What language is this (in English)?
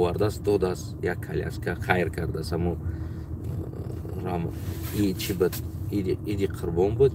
Tajik